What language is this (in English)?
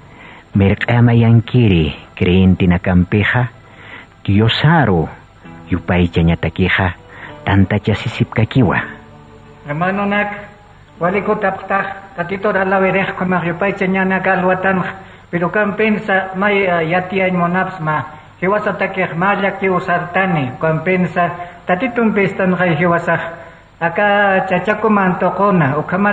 Aymara